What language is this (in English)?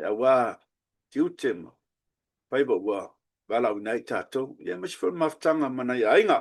Samoan